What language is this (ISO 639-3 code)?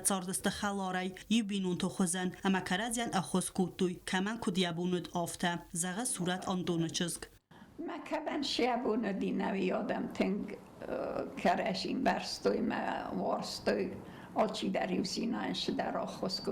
oss